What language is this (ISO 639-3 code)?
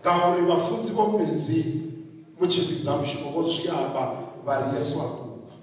ven